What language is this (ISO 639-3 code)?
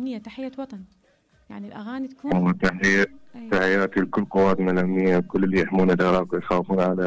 acm